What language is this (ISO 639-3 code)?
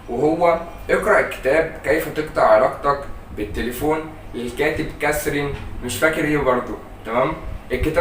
arz